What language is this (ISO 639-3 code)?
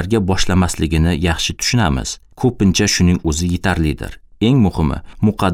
uzb